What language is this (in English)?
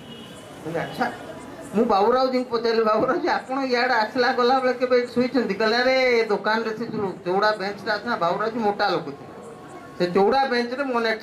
Odia